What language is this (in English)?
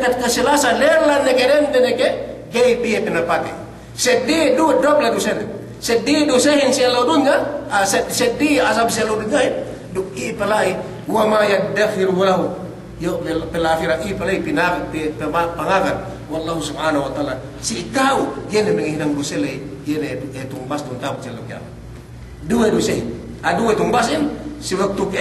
Yakan